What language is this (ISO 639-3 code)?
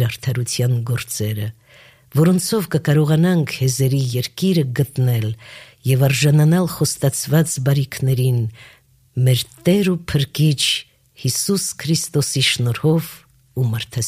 hye